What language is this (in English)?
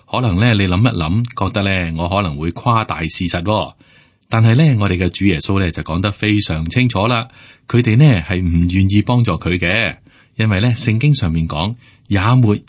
Cantonese